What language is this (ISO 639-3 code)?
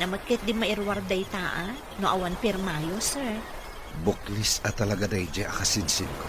ilo